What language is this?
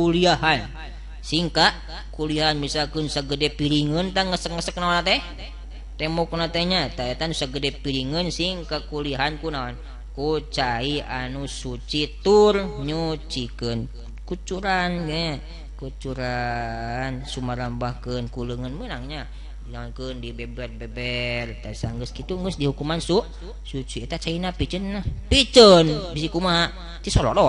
Sundanese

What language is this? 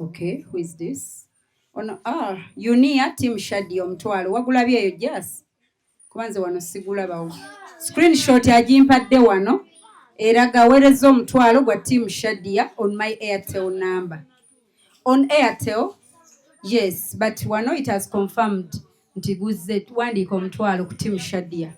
Ganda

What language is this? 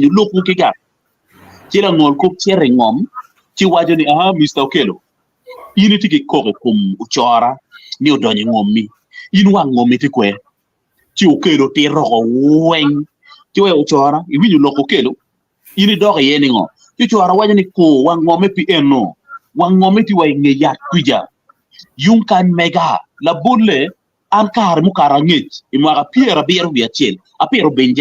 Acoli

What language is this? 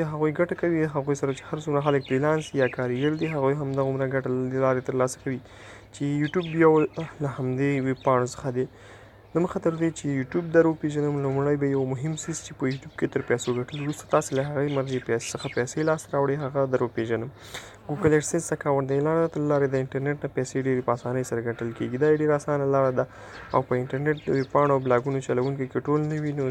Pashto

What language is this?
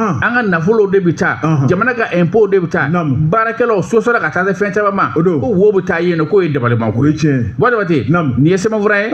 Bambara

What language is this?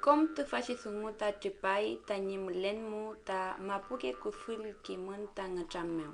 Mapuche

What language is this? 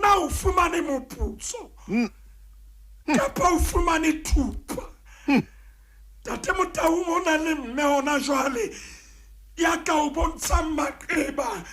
Southern Sotho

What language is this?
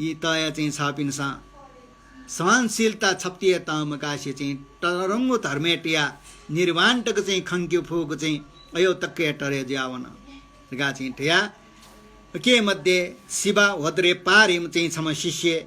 Newari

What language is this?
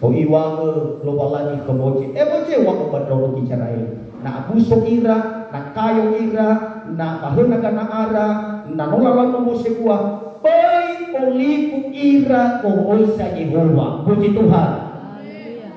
Nias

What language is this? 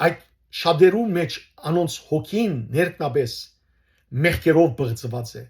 Western Armenian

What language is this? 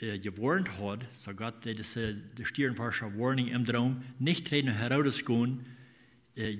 Plautdietsch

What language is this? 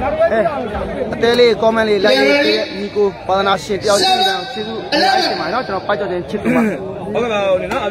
Burmese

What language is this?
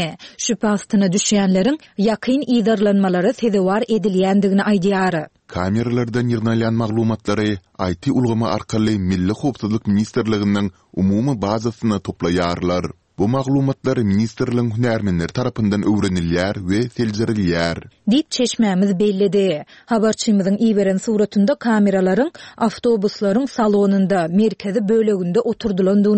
Turkmen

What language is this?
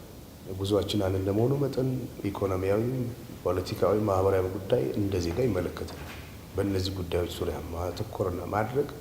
Amharic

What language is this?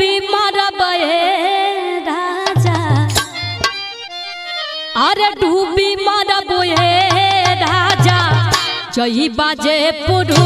Bhojpuri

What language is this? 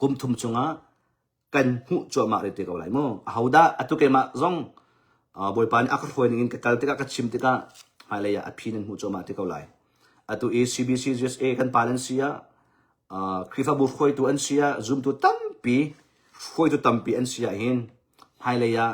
Hakha Chin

